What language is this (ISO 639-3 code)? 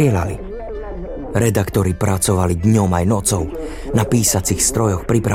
slk